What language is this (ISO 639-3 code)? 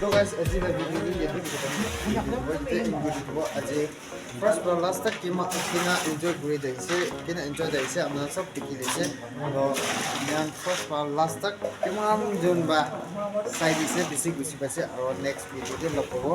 nag